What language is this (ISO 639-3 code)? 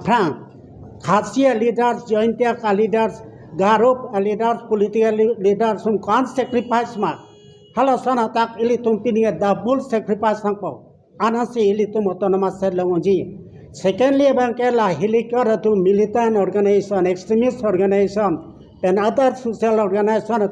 mjw